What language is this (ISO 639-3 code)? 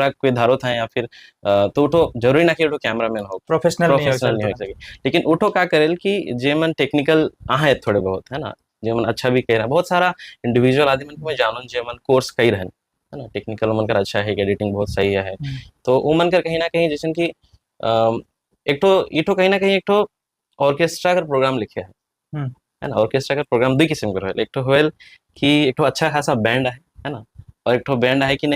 sck